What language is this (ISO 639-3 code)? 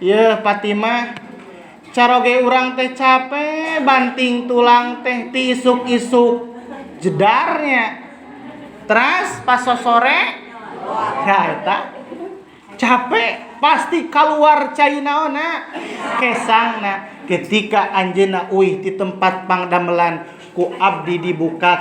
sun